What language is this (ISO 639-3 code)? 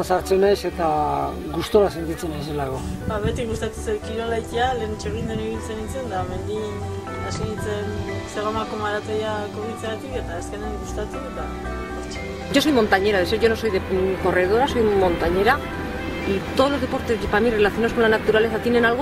eus